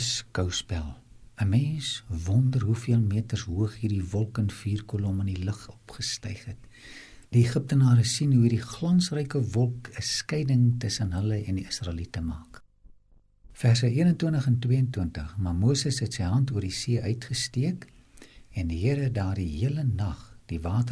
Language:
Afrikaans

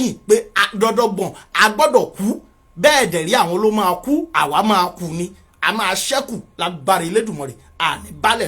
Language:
Yoruba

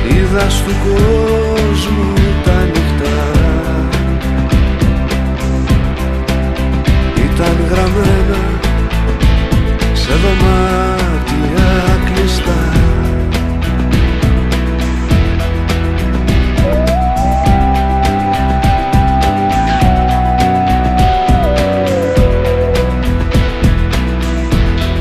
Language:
Greek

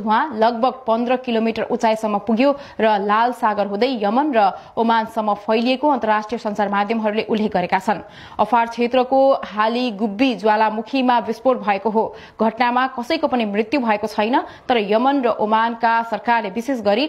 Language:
Nepali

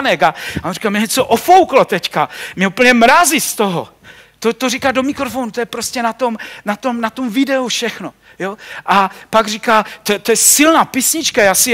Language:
Czech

